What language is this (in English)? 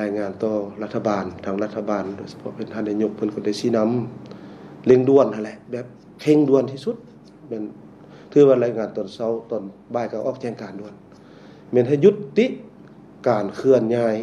Lao